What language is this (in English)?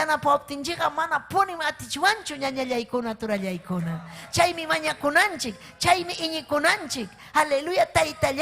Ayacucho Quechua